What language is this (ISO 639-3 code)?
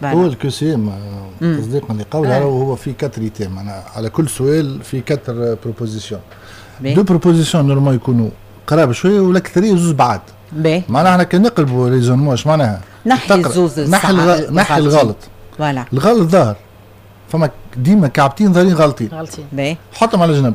aeb